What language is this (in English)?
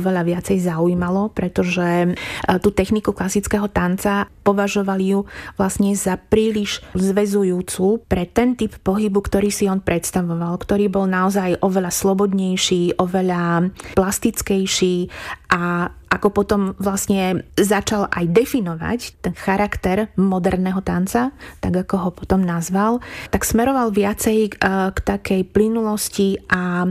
Slovak